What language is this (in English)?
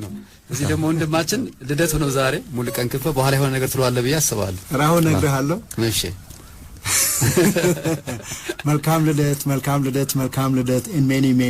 Amharic